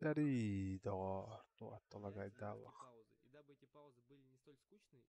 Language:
Yakut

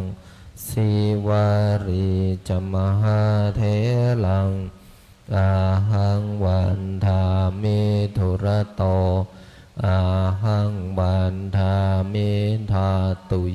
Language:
Pali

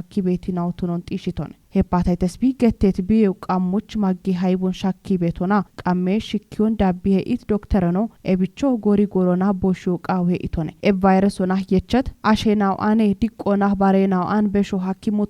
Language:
Kafa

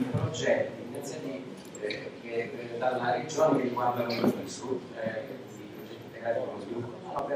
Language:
Italian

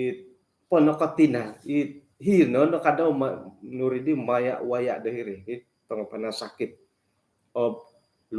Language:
Central Dusun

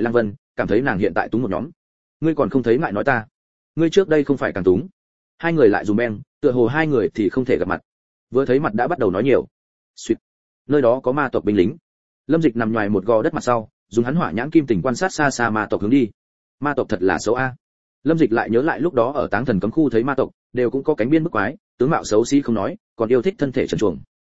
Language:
Vietnamese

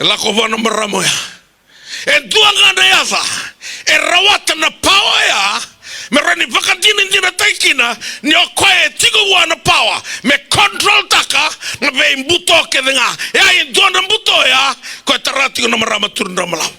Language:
Fijian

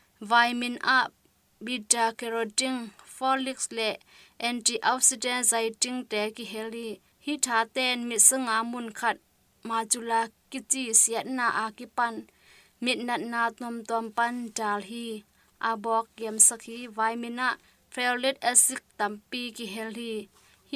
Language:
Tedim Chin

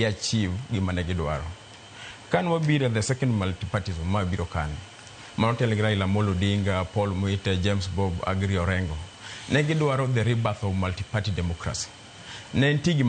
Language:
Luo (Kenya and Tanzania)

